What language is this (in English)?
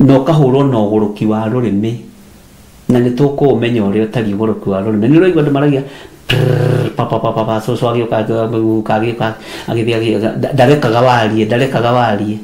Kikuyu